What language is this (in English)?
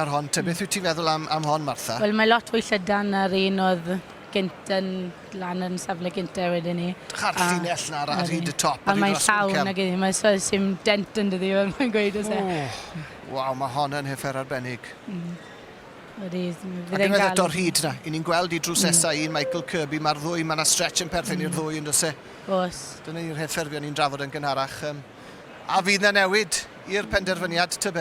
Welsh